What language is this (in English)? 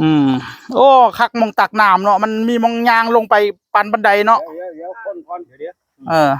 Northeastern Thai